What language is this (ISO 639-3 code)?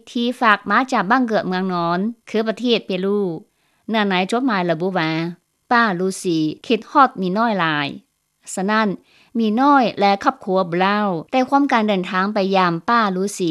lao